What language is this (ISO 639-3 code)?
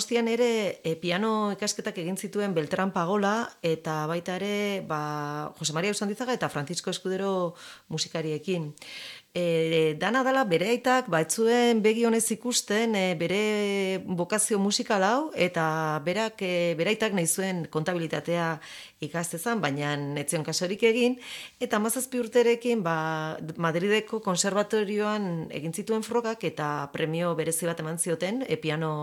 eus